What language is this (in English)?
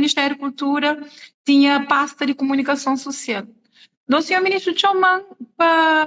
Kabuverdianu